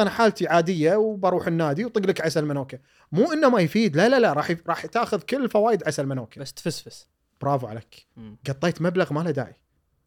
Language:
Gulf Arabic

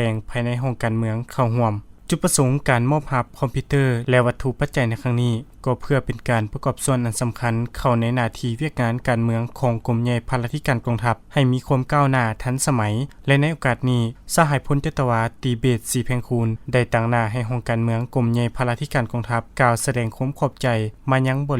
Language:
Lao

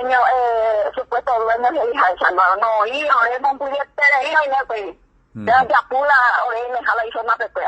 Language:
Guarani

